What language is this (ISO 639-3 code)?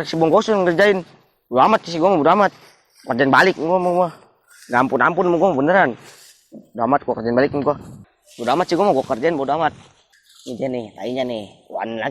bew